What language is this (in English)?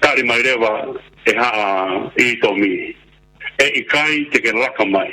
Tongan